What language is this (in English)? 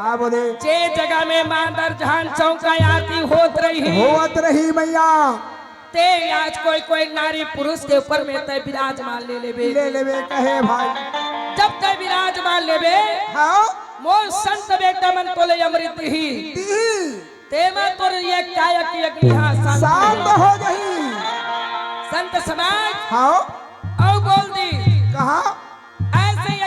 Chhattisgarhi